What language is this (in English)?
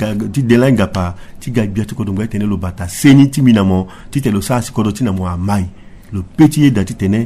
Sango